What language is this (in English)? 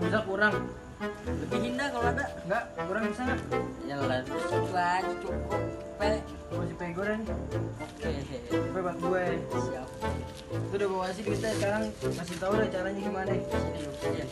Betawi